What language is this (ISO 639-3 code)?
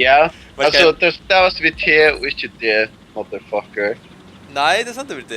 fao